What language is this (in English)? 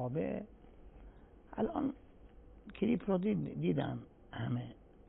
Persian